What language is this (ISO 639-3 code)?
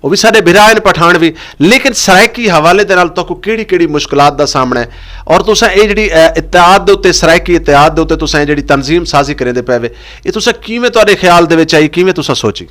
skr